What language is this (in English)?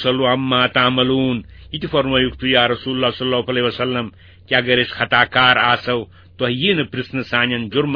Kashmiri